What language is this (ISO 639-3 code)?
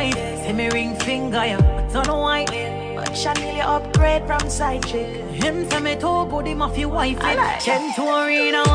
jam